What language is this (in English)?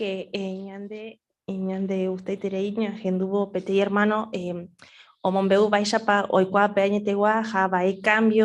Guarani